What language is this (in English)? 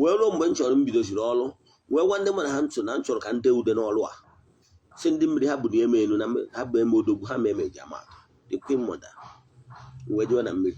Igbo